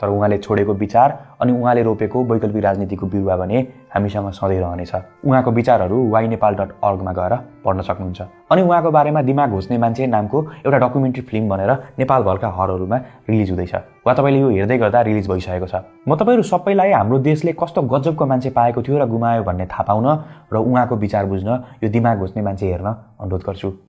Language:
Nepali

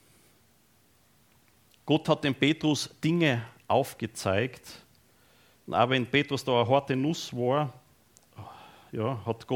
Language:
German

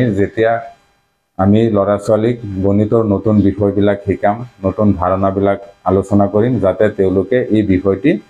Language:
Assamese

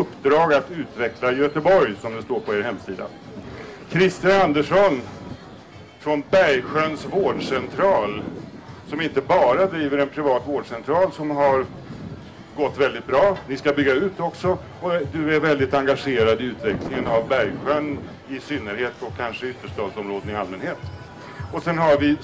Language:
Swedish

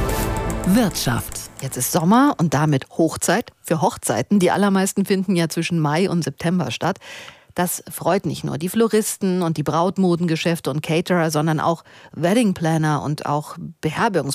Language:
German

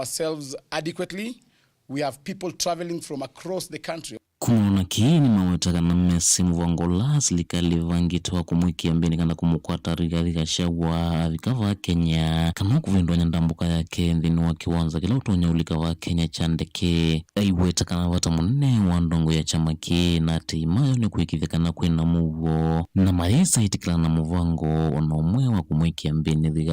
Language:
Kamba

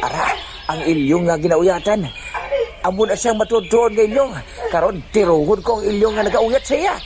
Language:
Hiligaynon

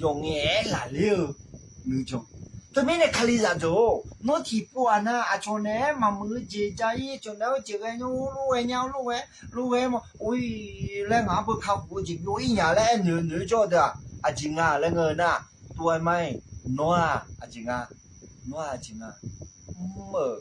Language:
Akha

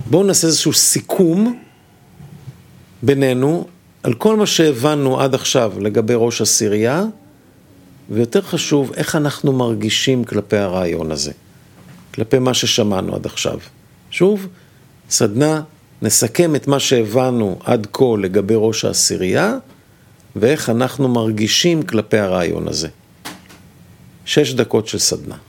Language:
Hebrew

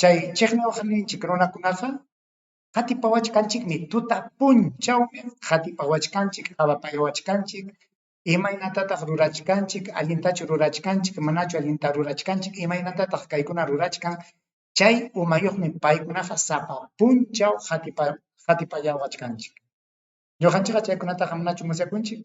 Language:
Ayacucho Quechua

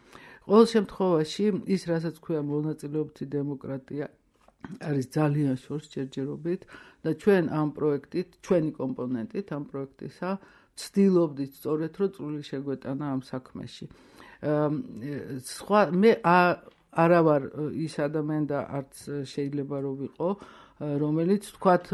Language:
Georgian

